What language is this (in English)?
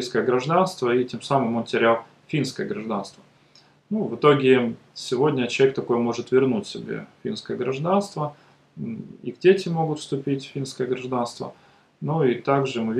Russian